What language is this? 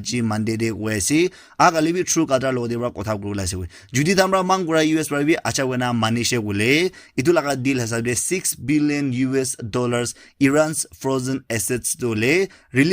Naga Pidgin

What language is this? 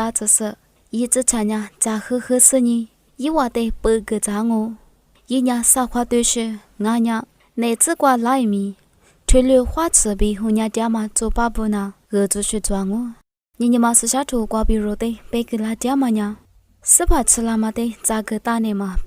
Lisu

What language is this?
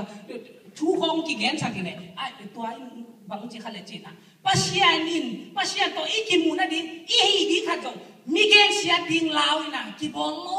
Tedim Chin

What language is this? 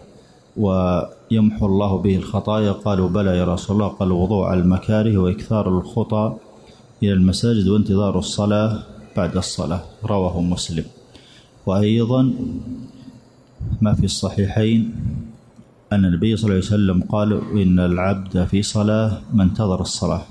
Arabic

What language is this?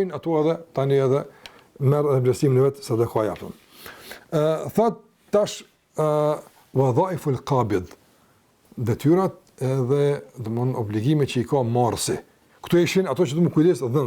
Albanian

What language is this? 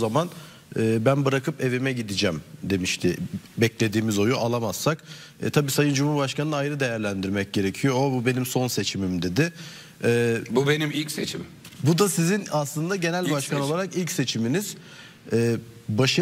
Turkish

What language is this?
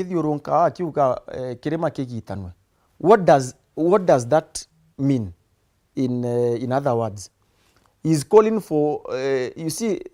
Meru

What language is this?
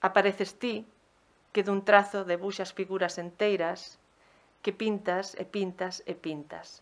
Galician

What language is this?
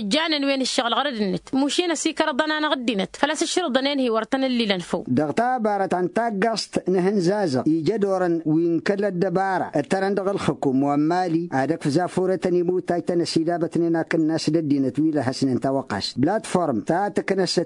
Tamasheq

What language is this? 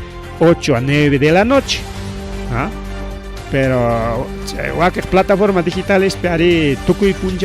Ayacucho Quechua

